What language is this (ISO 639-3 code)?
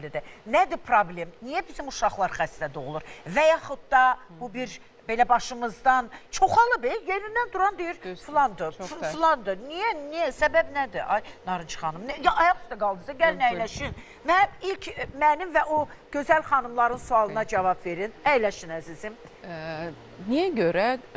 aze